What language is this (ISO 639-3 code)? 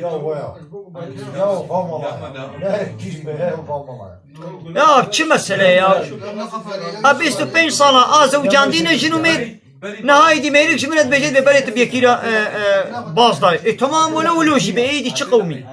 kur